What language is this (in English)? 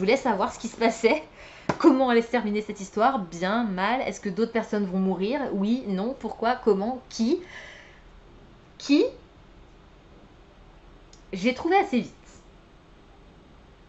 French